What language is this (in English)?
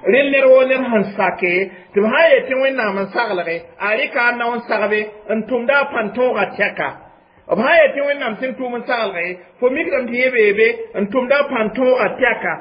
Mossi